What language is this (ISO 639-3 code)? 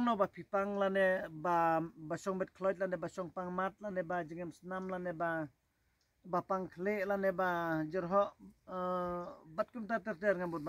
kha